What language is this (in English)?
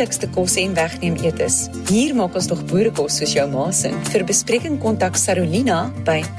Afrikaans